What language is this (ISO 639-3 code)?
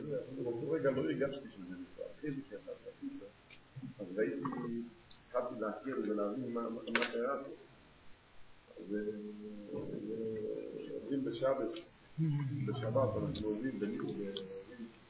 heb